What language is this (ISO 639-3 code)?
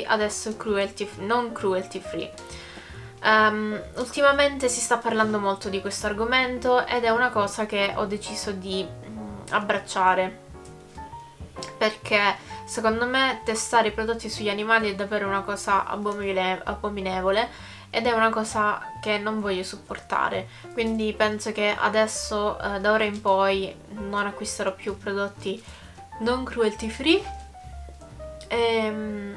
ita